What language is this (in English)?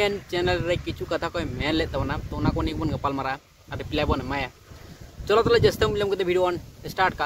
Santali